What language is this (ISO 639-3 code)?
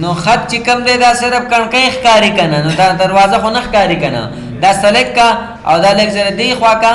pus